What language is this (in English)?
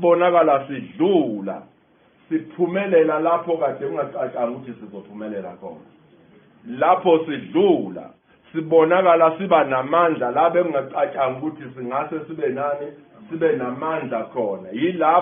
Zulu